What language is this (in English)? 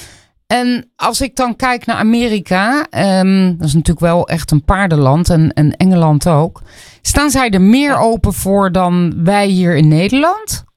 Dutch